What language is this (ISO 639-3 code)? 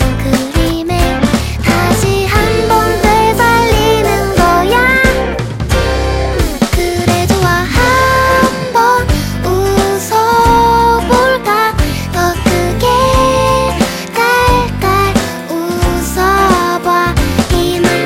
kor